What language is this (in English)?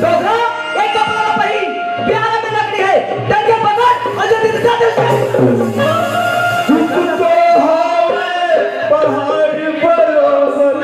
Chhattisgarhi